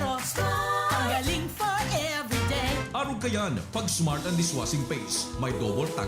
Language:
Bikol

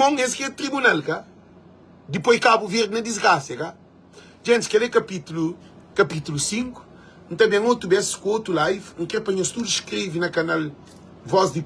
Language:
Kabuverdianu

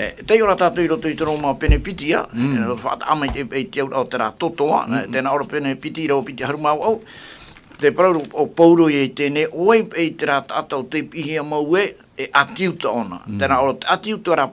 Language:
Tahitian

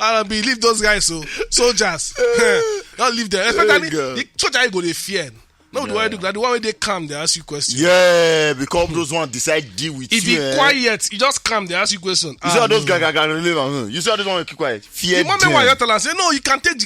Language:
Nigerian Pidgin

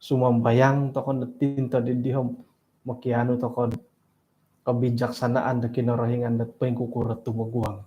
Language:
Central Dusun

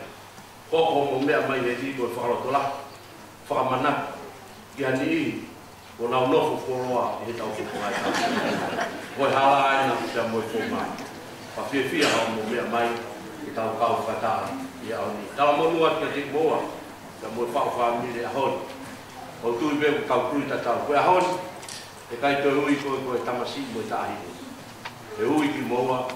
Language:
Tongan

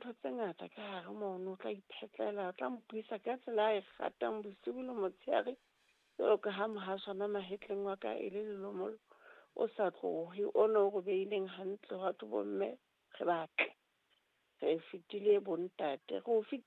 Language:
Southern Sotho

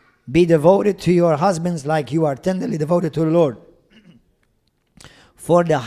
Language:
English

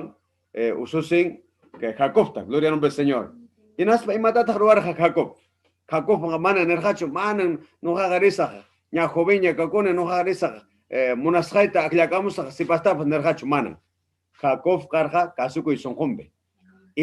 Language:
Ayacucho Quechua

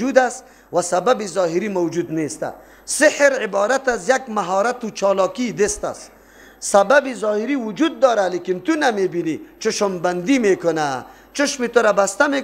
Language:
Persian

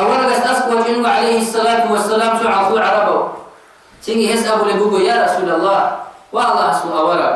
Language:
Avaric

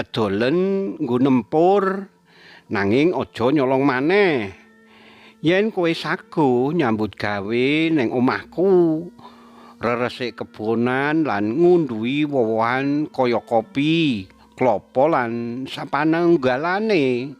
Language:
Javanese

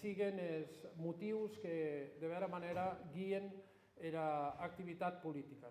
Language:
Occitan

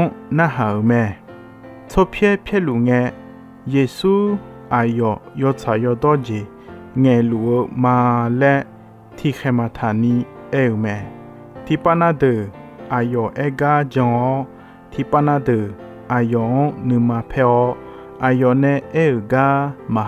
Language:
Akha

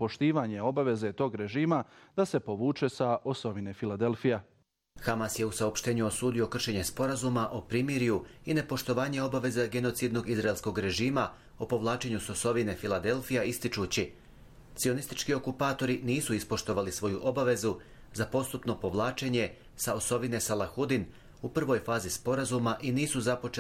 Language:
Bosnian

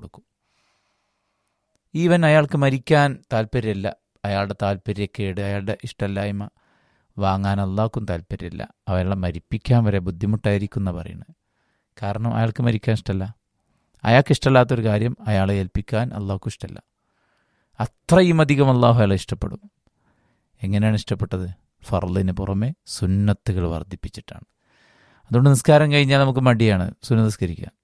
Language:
Malayalam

